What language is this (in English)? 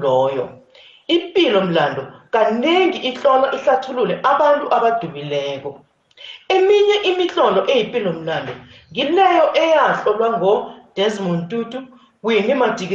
South Ndebele